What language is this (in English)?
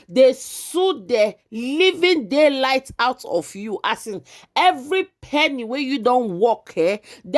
Nigerian Pidgin